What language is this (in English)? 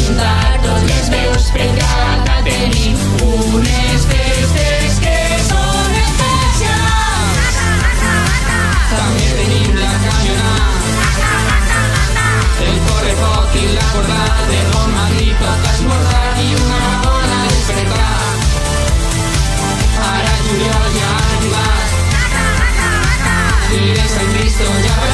Catalan